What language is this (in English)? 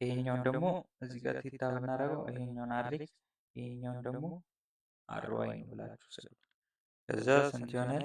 Amharic